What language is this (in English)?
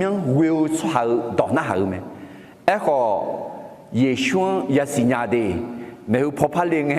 Akha